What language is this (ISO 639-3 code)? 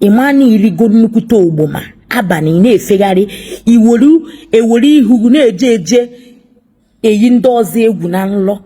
ibo